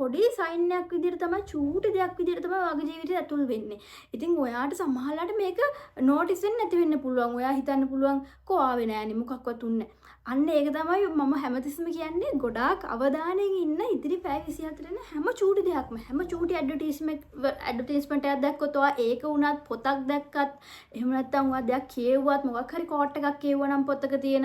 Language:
Sinhala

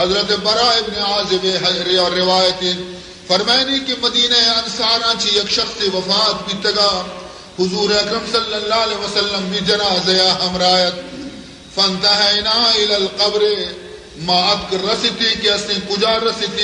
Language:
Baluchi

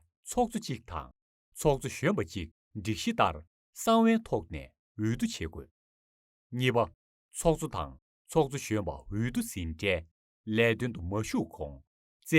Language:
Tibetan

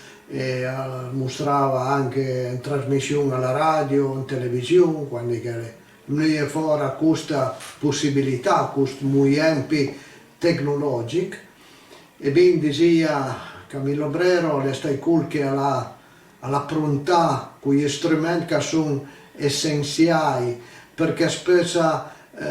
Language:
Piedmontese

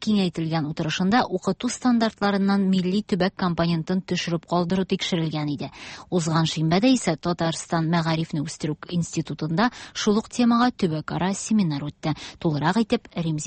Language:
Tatar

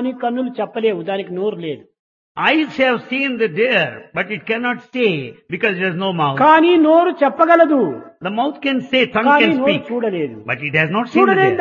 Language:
Telugu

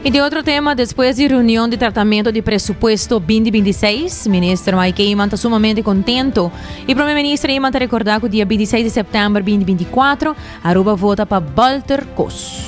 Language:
Papiamento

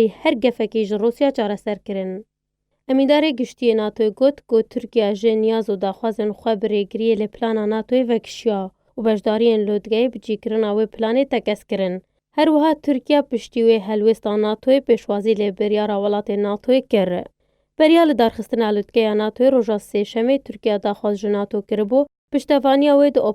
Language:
Kurdish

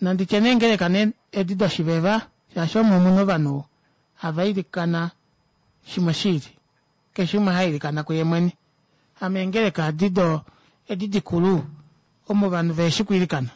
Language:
Kuanyama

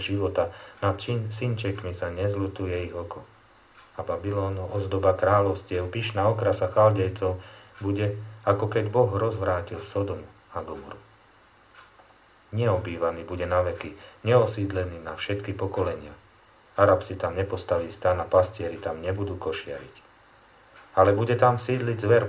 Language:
Slovak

